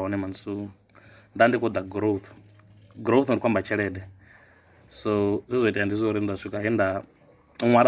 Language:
Venda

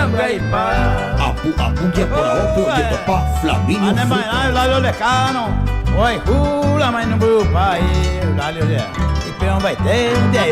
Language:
Guarani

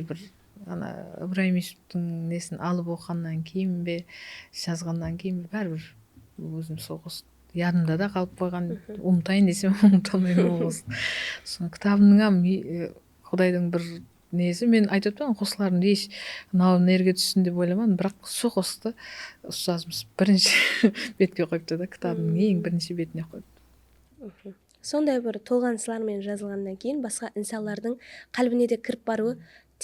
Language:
Kara-Kalpak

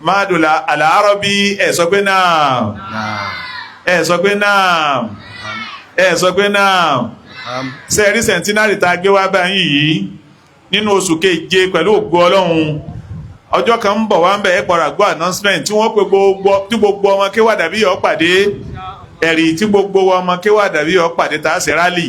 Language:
Yoruba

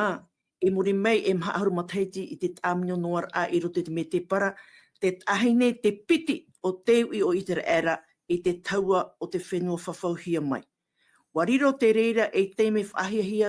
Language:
Tahitian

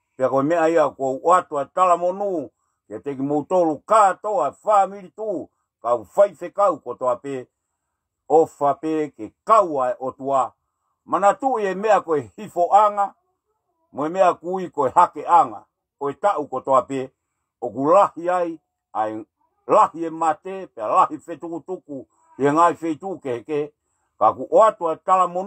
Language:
Tongan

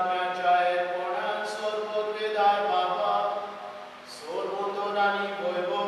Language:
Konkani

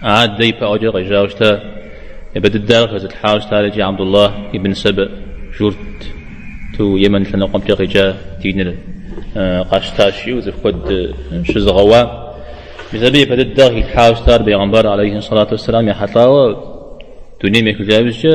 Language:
Kabardian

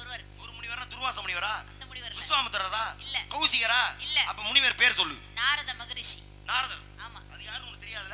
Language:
Tamil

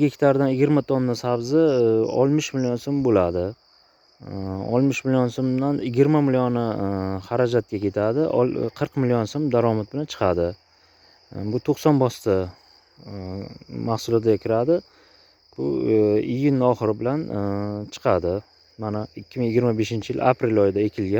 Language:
Uzbek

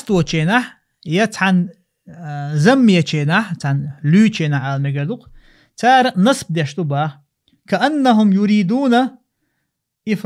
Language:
Chechen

